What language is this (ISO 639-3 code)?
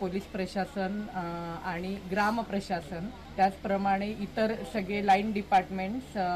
mar